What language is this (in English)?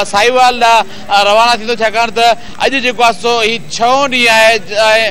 Sindhi